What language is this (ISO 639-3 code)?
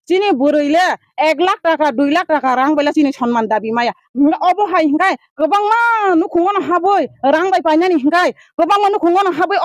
trp